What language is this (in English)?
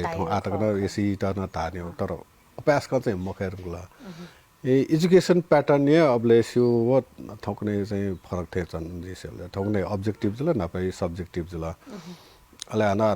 Newari